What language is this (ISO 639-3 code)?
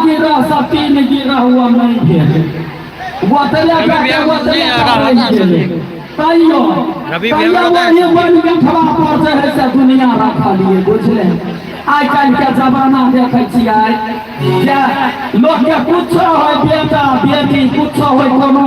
mai